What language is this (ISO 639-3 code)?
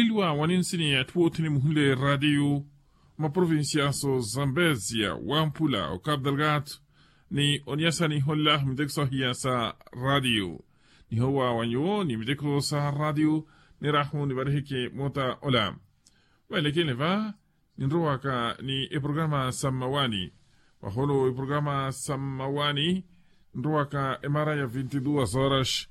vmw